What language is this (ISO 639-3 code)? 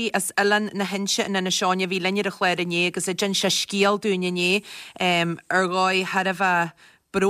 gle